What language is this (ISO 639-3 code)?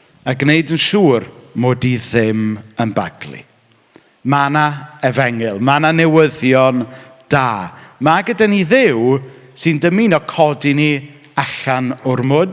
cym